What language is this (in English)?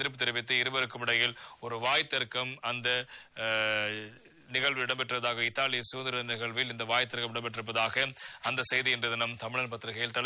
Tamil